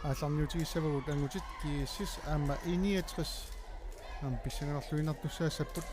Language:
Kalaallisut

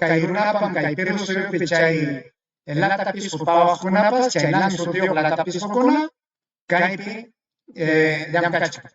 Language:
Ayacucho Quechua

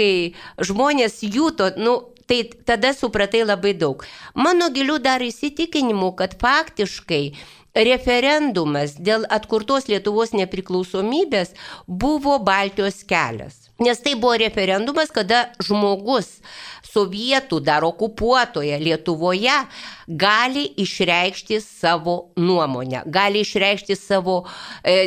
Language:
Lithuanian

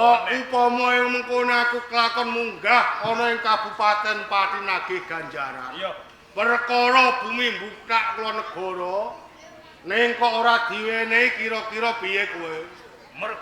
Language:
Javanese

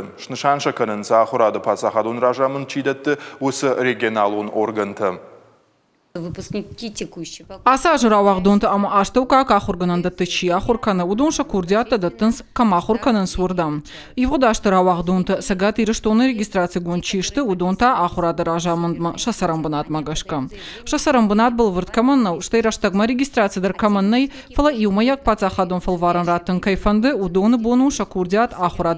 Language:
Ossetic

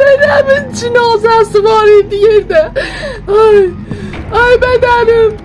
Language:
South Azerbaijani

